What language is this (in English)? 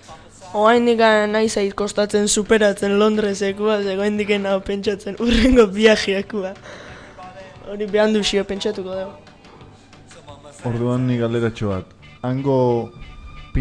Basque